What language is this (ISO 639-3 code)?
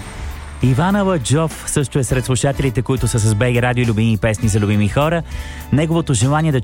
bul